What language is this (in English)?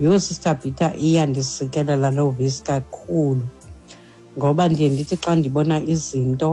Xhosa